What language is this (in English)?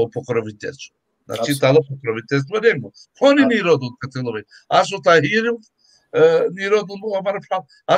Balkan Romani